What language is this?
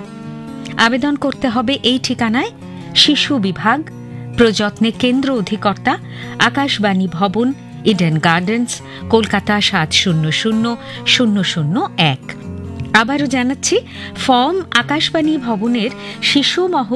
Bangla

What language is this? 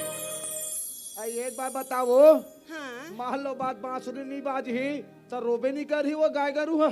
Chhattisgarhi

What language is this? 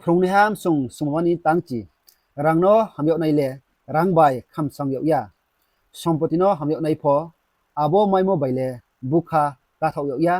Riang (India)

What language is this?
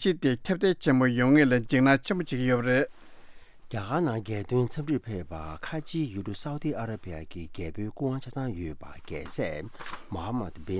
Tibetan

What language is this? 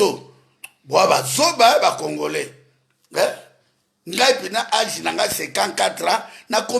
Lingala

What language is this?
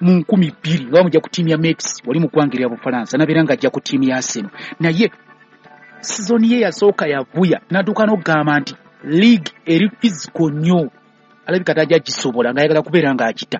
Ganda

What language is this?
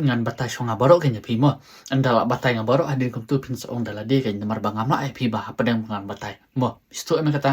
Khasi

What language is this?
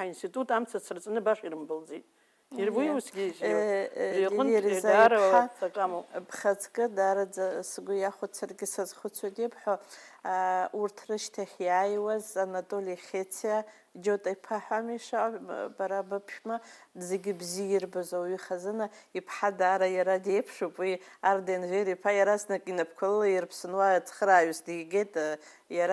Abkhazian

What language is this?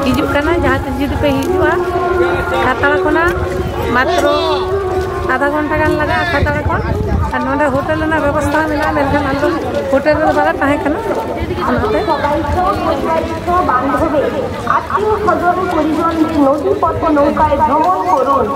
Santali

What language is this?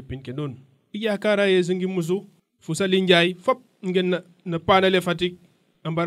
Serer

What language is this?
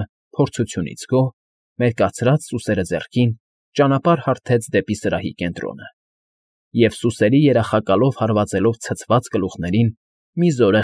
Armenian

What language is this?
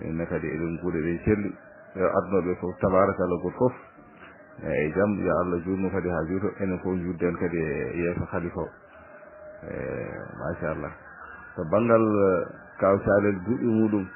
Fula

